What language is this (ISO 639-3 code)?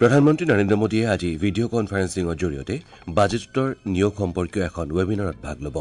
asm